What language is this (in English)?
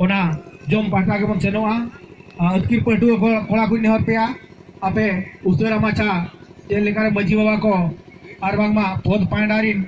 Santali